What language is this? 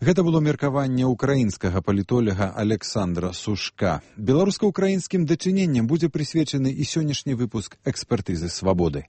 Belarusian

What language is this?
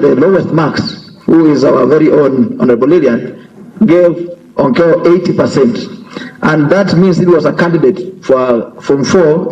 Gusii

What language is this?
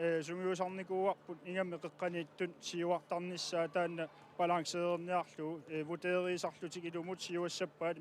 Kalaallisut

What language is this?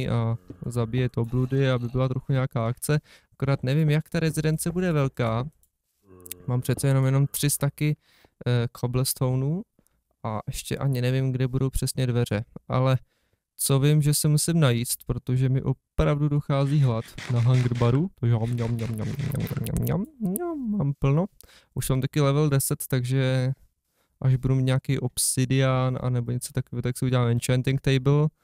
Czech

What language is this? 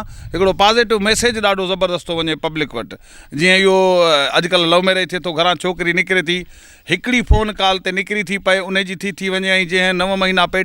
Sindhi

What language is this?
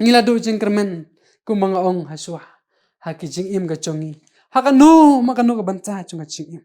Khasi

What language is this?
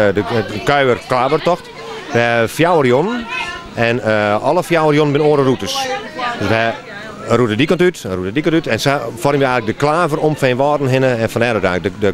Western Frisian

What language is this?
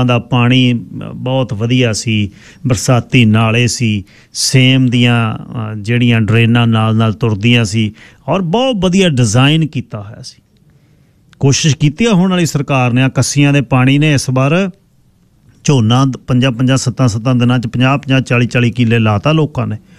Punjabi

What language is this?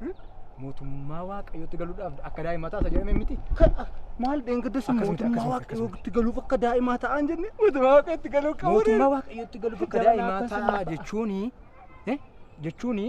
Oromo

